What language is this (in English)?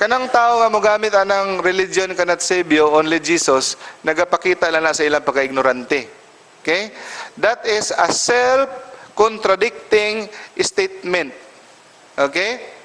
Cebuano